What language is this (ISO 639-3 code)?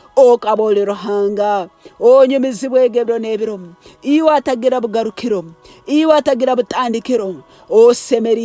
nyn